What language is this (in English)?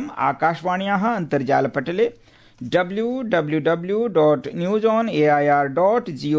Sanskrit